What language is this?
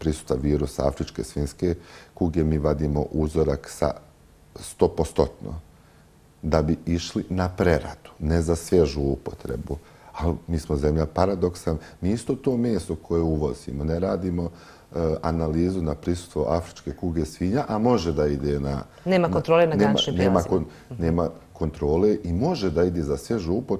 Bosnian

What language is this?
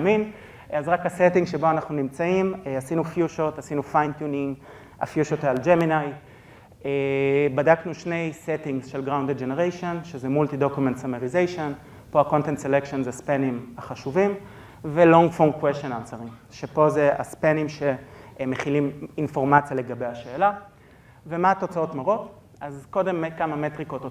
Hebrew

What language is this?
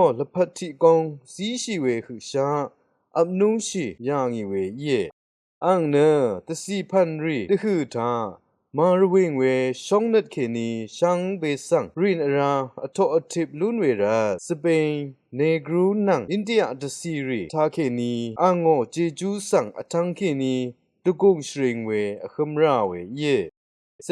Rawang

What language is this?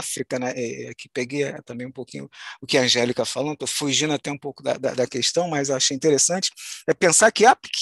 Portuguese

